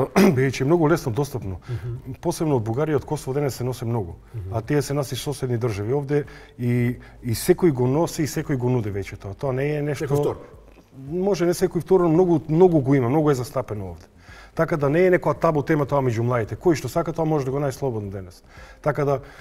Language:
Macedonian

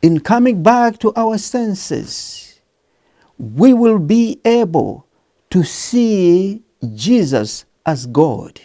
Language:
English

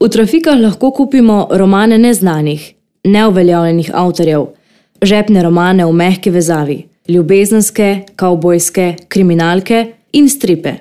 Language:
Slovenian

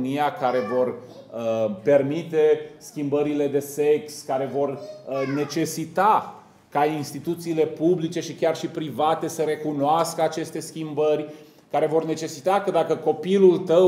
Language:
Romanian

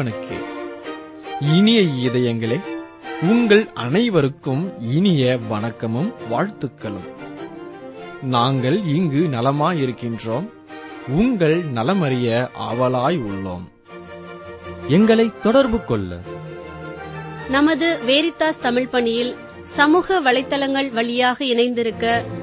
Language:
Tamil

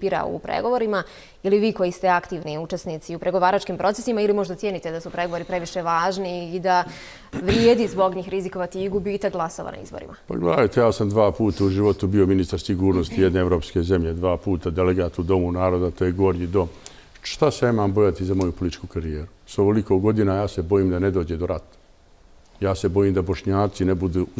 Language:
Bosnian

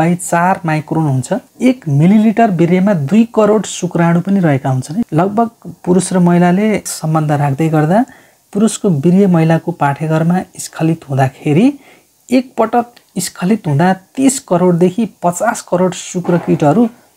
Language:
Nepali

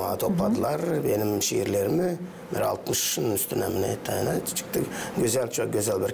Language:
Gagauz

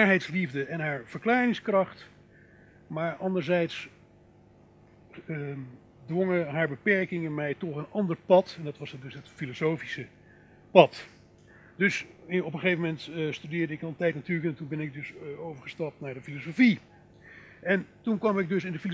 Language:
Dutch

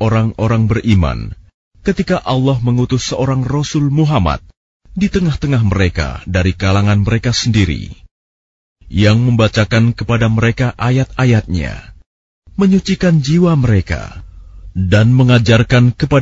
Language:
Indonesian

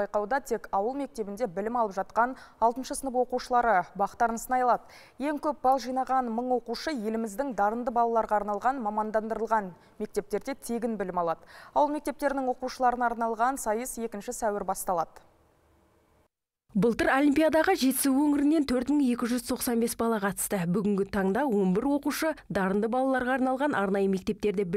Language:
Kazakh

